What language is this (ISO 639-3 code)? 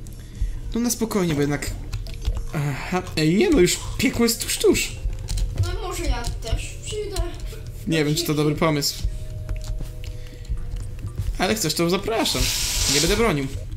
pol